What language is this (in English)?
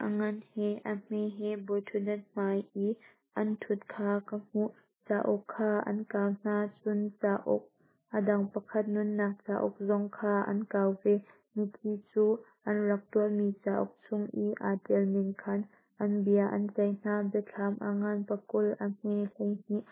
Hakha Chin